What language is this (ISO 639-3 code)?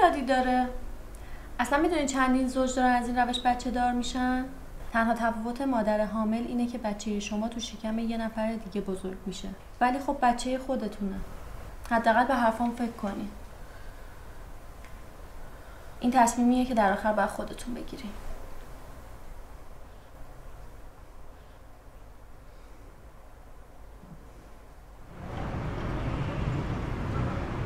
fas